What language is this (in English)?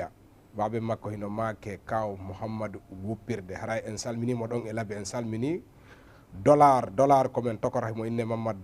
Fula